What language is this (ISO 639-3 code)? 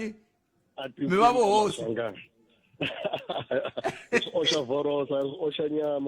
tso